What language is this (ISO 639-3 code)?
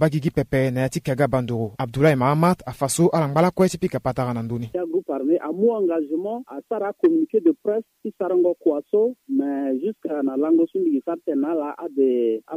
sag